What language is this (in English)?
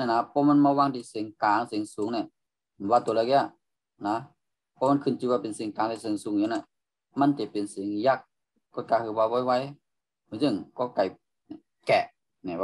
Shan